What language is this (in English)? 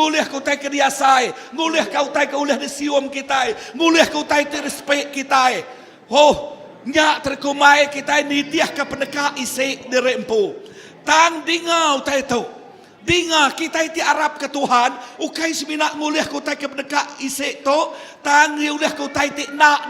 Iban